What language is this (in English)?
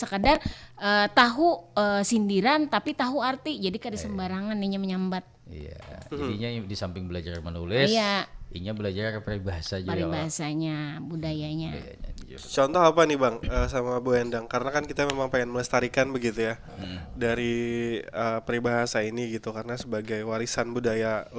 Banjar